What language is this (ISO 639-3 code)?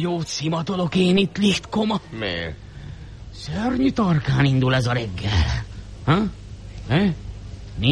hun